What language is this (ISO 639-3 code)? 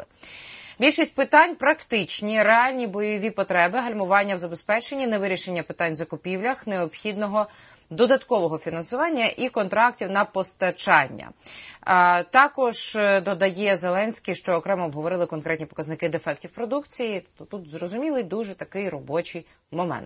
ukr